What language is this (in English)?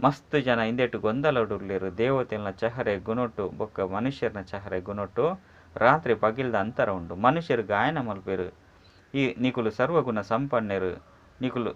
Tulu